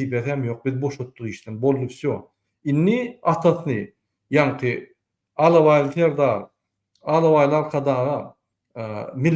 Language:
Turkmen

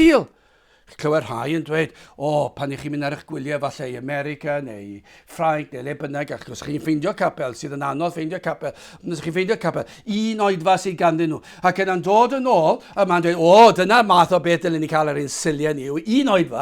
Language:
Welsh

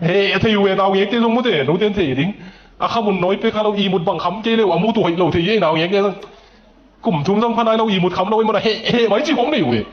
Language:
Tedim Chin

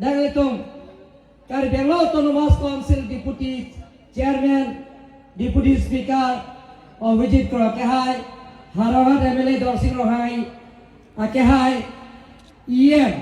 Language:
Karbi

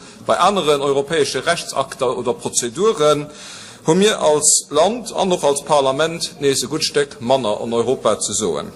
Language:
Luxembourgish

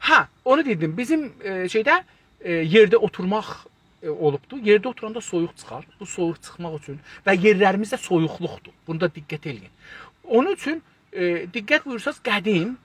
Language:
South Azerbaijani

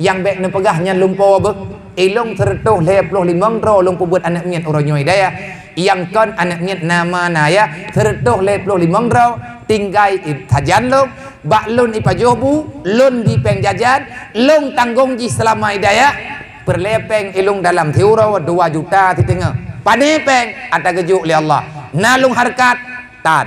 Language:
Achinese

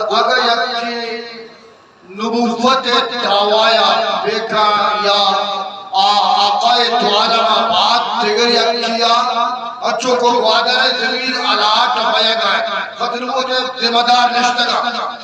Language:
Eastern Balochi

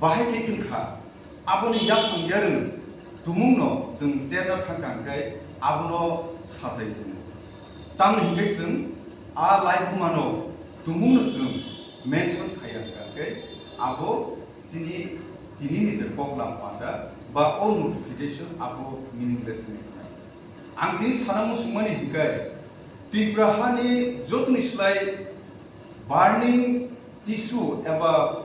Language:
Kok Borok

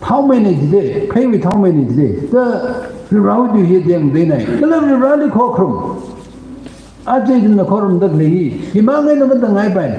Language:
Tangkhul Naga (India)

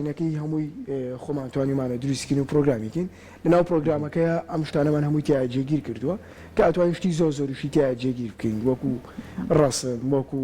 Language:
Central Kurdish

